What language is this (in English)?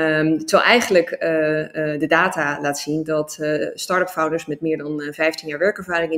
Dutch